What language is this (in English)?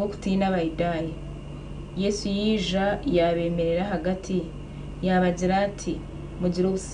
Nyankole